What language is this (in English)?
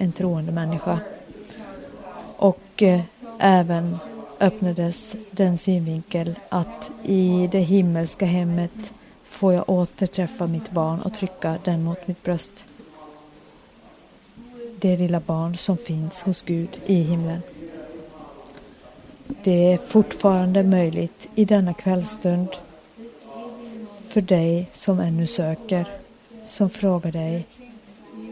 Swedish